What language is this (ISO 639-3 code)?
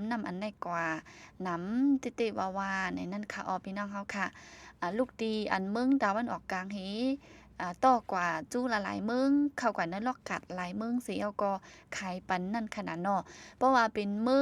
shn